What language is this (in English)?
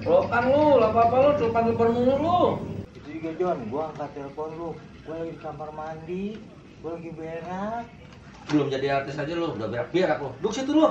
Betawi